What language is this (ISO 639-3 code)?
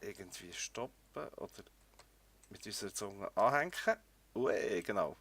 gsw